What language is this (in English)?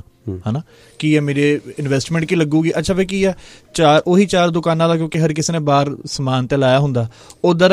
Punjabi